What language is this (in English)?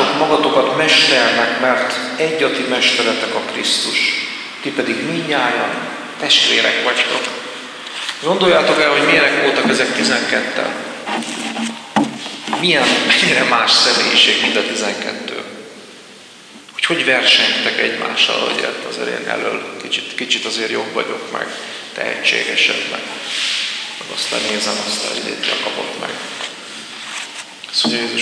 Hungarian